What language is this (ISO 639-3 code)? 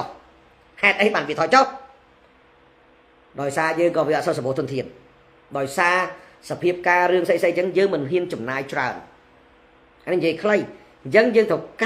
khm